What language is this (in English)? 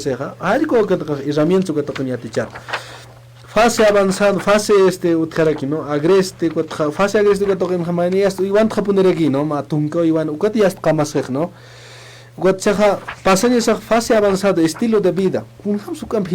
Aymara